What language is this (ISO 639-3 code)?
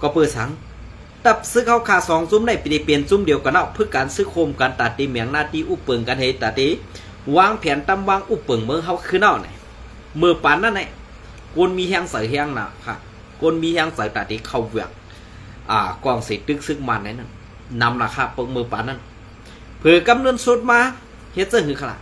shn